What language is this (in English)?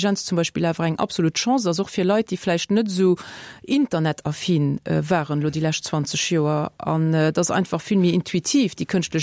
Luxembourgish